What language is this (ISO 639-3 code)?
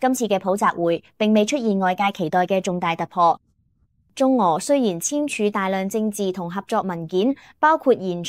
yue